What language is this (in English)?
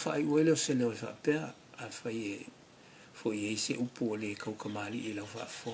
Samoan